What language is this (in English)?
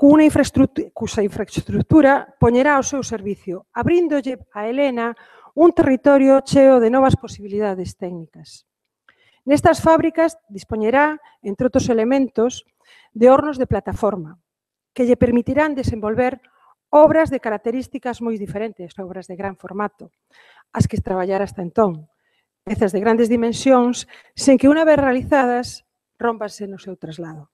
Galician